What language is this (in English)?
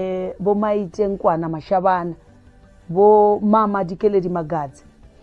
Venda